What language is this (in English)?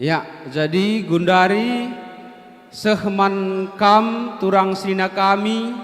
Batak Karo